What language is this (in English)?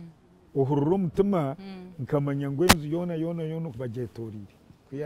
Nyankole